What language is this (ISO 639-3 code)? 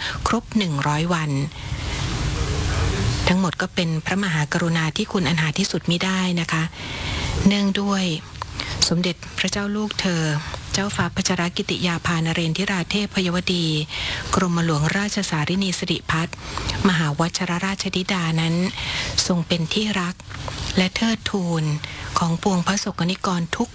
tha